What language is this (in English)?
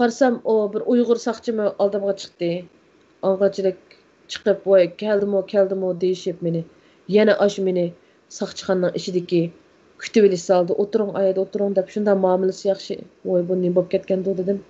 Uyghur